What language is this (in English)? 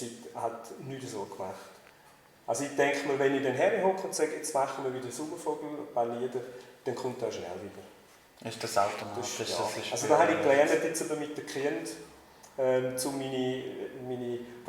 Swiss German